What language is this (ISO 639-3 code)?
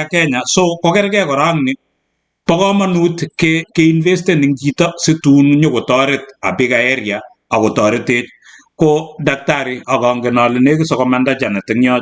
kln